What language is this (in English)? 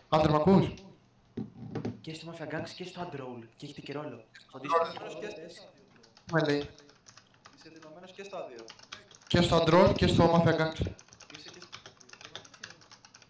Greek